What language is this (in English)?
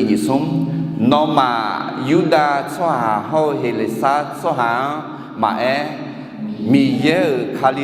Akha